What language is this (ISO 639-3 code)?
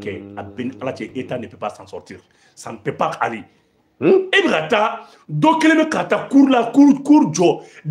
bam